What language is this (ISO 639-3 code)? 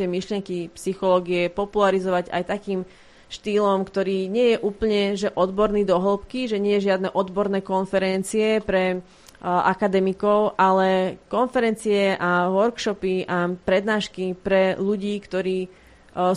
slk